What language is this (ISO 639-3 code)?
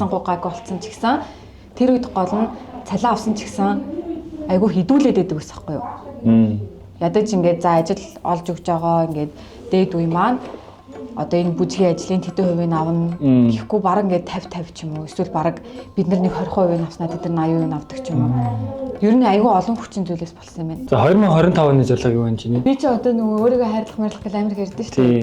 mon